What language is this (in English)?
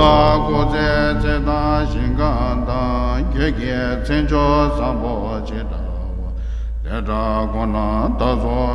Tibetan